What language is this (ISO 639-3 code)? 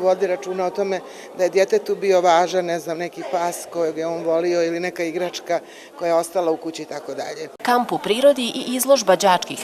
bos